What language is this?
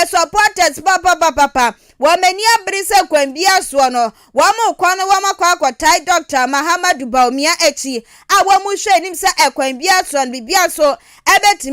Akan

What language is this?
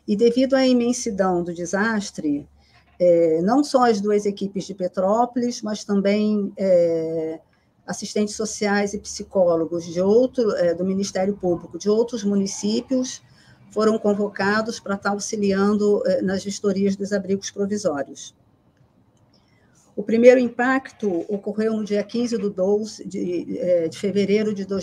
Portuguese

